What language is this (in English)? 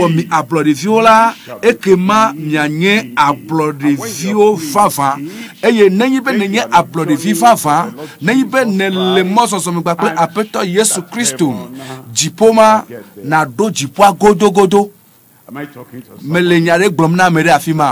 Ewe